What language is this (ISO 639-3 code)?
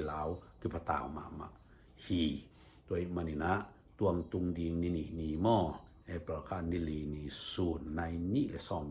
ctd